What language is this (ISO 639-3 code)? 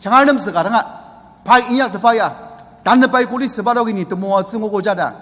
njo